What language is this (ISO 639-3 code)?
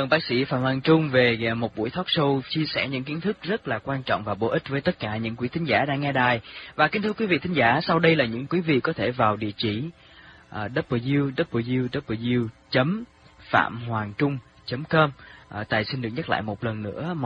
vie